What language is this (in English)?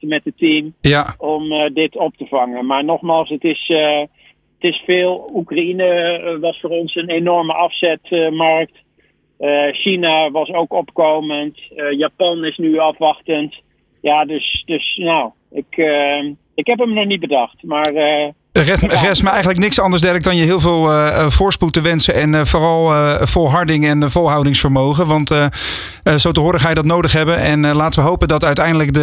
Dutch